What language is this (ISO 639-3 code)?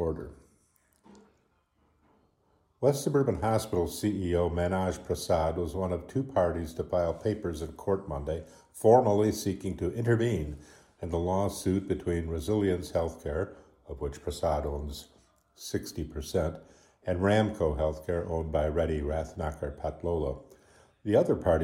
eng